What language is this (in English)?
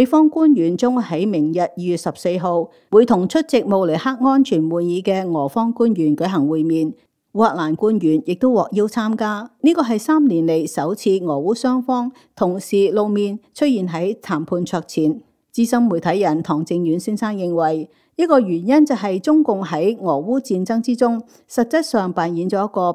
Cantonese